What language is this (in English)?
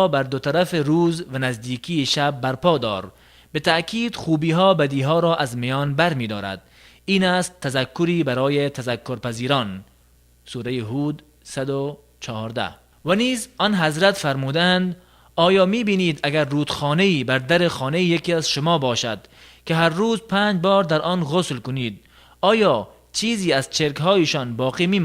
Tajik